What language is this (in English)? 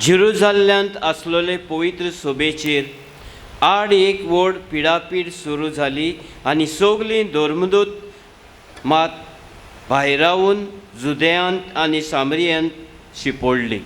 Konkani